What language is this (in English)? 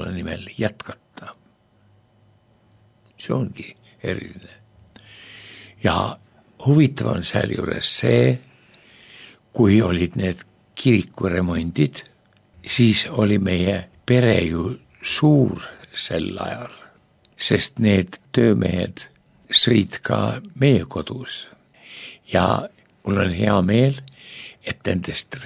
Estonian